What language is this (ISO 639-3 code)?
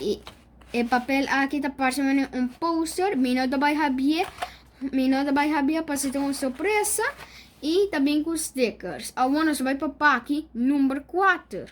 pap